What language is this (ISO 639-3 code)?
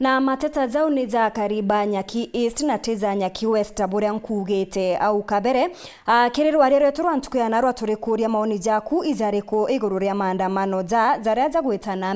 mer